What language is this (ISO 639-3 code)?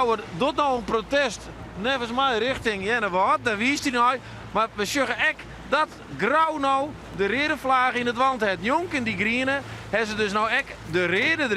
fry